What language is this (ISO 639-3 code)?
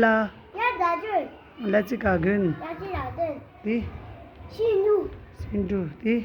bod